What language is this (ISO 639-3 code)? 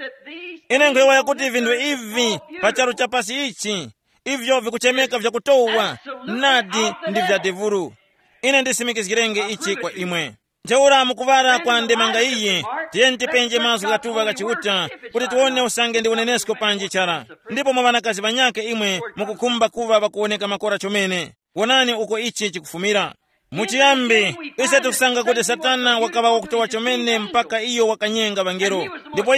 tum